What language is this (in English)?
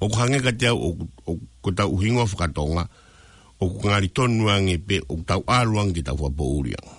Tongan